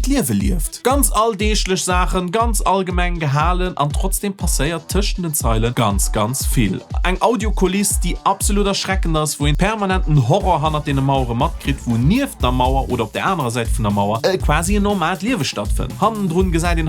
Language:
Luxembourgish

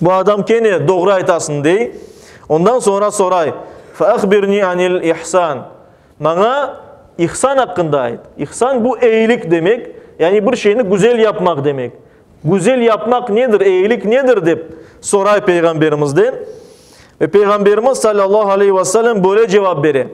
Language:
Crimean Tatar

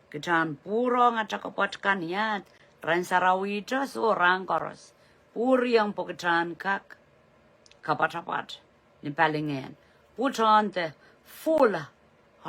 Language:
Pohnpeian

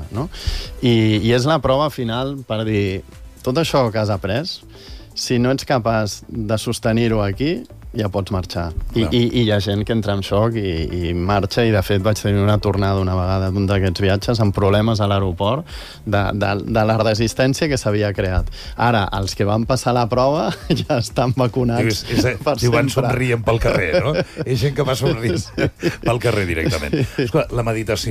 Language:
Catalan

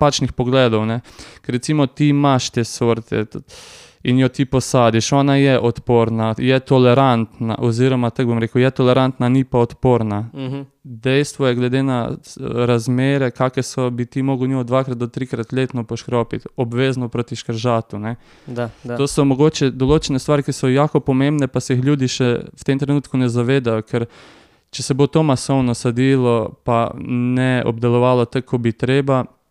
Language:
Slovenian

